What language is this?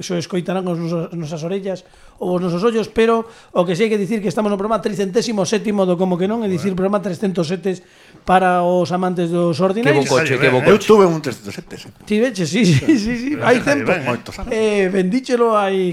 Galician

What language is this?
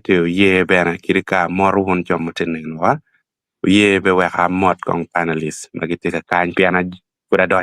Acoli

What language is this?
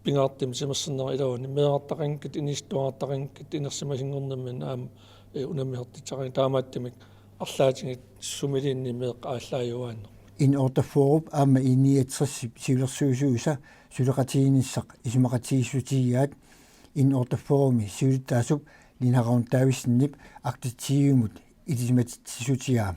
Kalaallisut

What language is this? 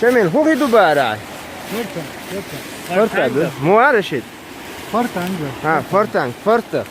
Chechen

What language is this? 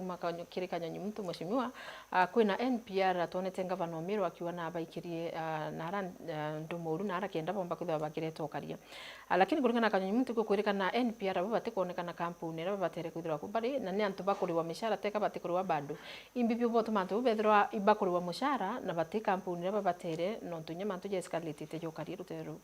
Meru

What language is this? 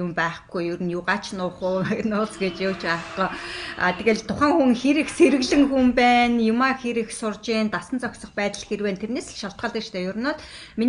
Mongolian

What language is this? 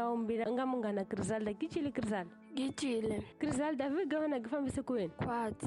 Tsonga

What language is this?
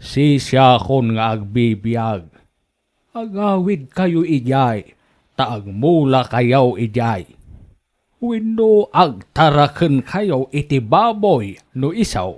Iloko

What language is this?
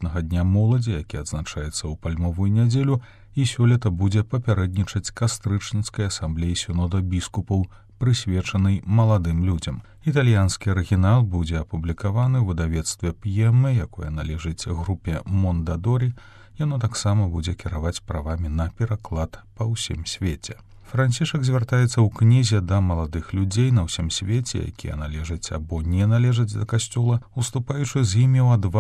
Belarusian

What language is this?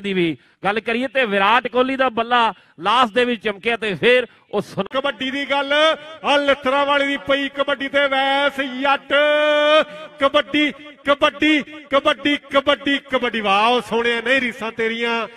Punjabi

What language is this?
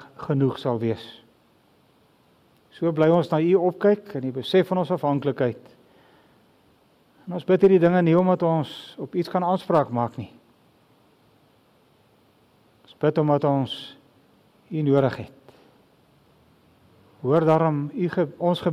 Afrikaans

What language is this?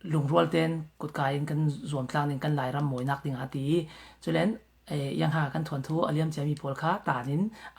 Falam Chin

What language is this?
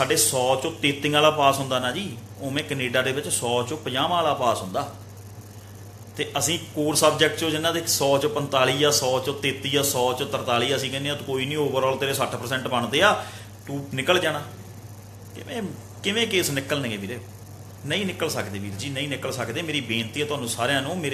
Punjabi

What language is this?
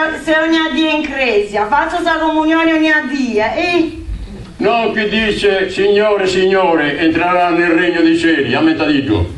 Sardinian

